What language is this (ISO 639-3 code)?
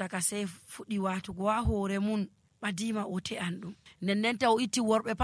fuv